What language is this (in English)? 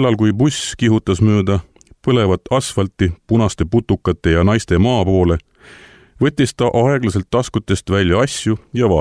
Estonian